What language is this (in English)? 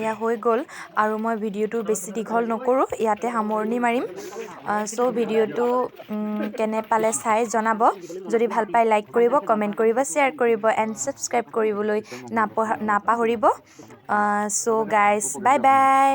Assamese